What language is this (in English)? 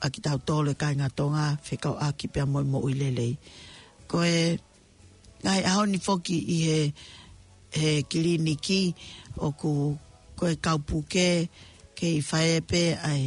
Tongan